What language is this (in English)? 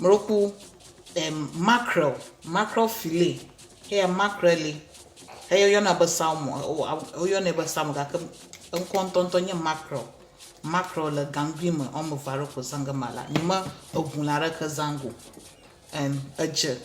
Ewe